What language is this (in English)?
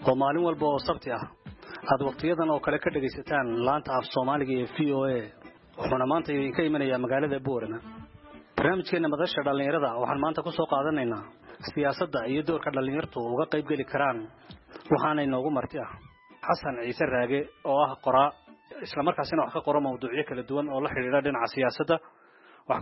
Somali